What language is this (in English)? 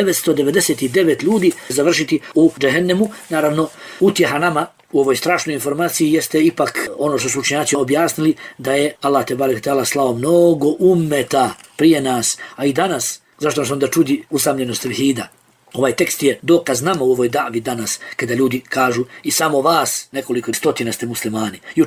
Bosnian